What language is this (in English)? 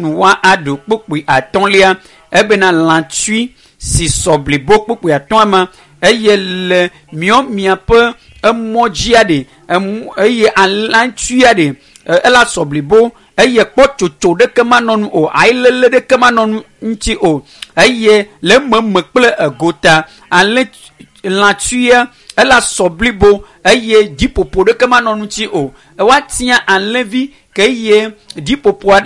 Ewe